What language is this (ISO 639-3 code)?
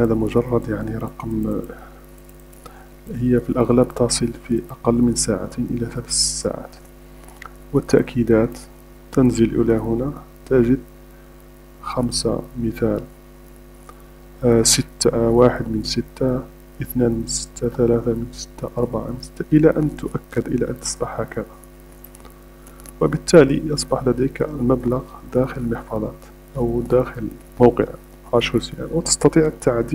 ara